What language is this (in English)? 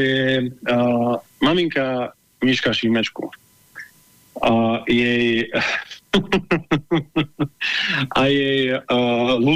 Slovak